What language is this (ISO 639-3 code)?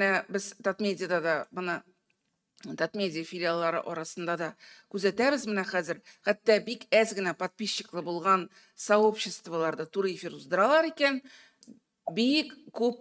tat